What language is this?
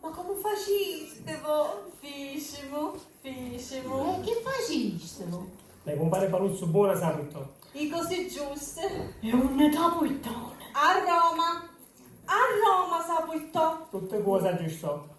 Sicilian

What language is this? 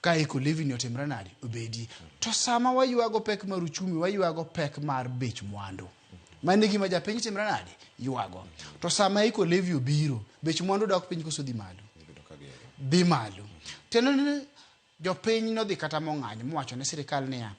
Luo (Kenya and Tanzania)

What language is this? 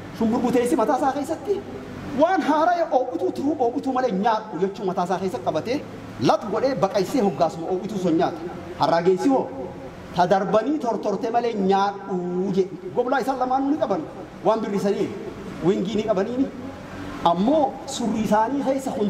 Oromo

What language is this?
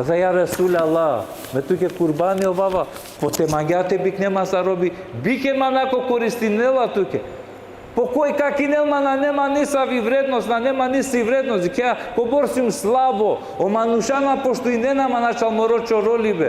Balkan Romani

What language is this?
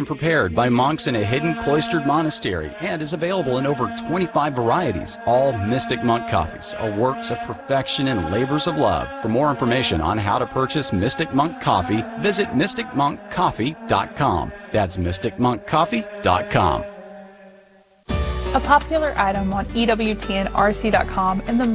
English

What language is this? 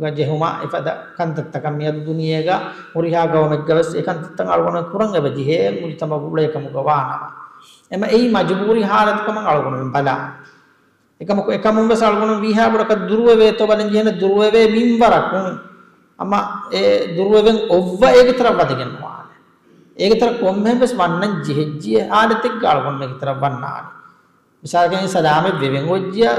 Divehi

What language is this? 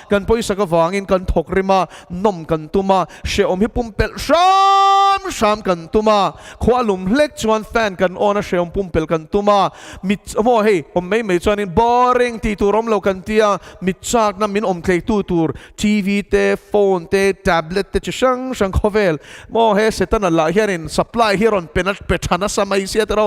Mizo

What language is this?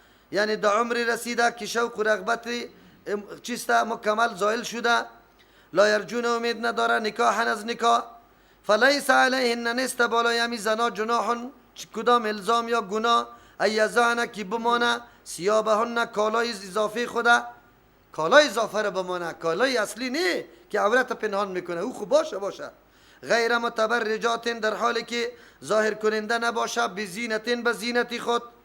Persian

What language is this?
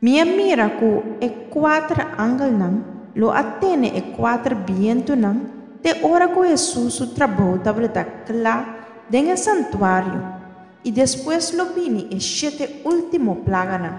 Papiamento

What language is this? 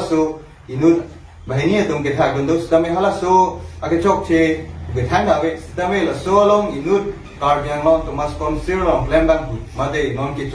Karbi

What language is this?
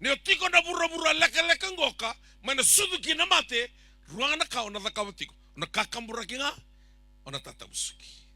Fijian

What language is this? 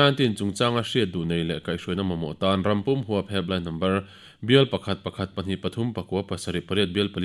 Mizo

